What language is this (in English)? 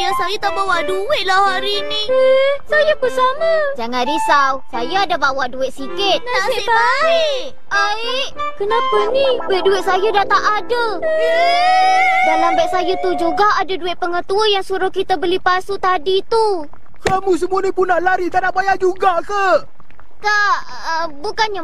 Malay